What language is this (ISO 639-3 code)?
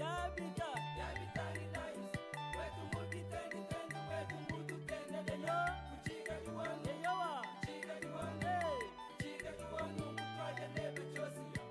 lua